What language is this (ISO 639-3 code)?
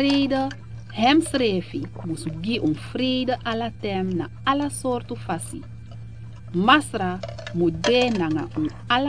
srn